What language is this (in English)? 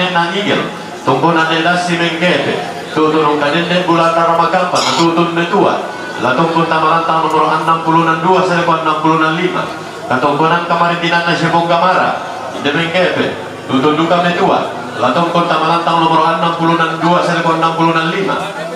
Toraja-Sa'dan